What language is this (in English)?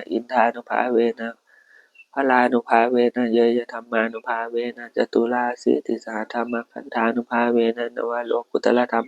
Pali